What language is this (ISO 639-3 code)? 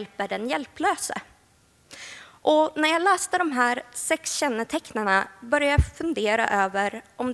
swe